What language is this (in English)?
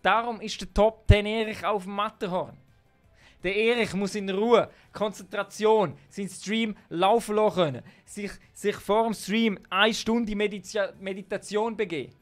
Swiss German